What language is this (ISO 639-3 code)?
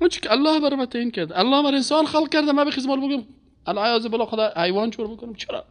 fas